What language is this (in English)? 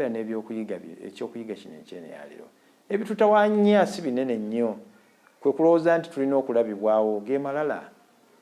Ganda